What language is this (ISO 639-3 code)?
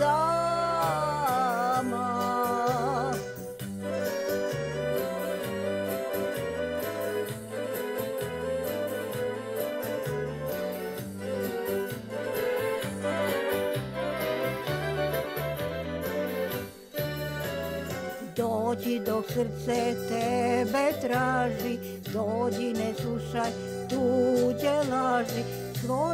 hrv